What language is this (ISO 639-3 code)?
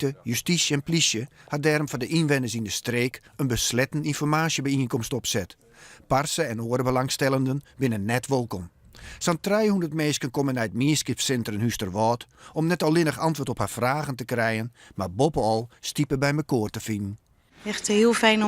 fry